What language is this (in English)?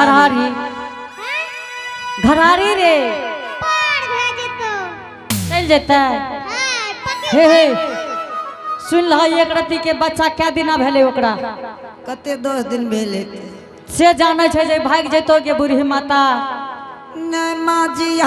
Angika